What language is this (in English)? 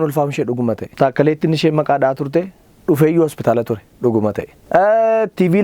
Oromo